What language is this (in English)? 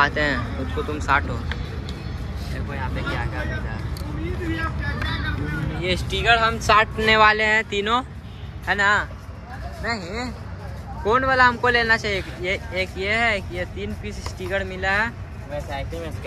Hindi